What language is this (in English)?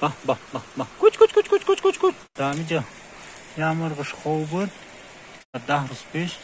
Tajik